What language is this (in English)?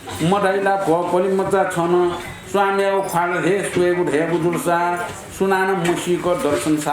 Newari